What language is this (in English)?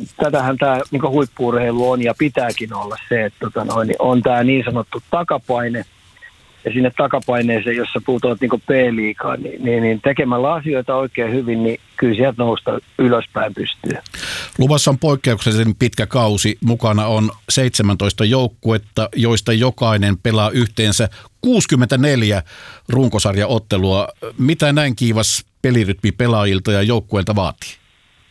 Finnish